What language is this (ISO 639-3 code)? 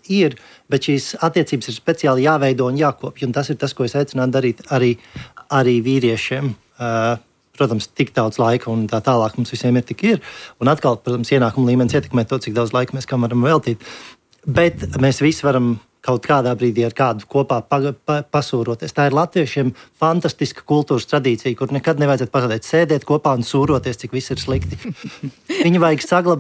lav